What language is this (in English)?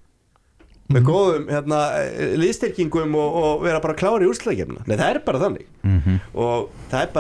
Icelandic